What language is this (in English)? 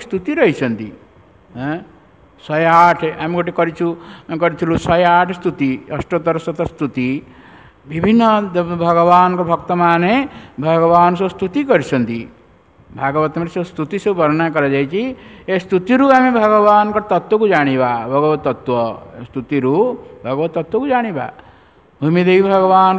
Odia